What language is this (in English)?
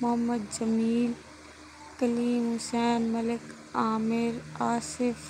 Saraiki